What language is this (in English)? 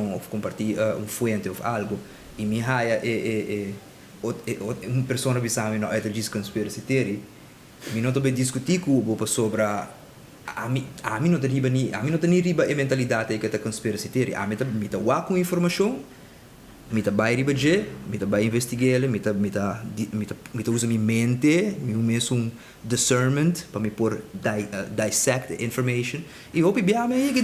Papiamento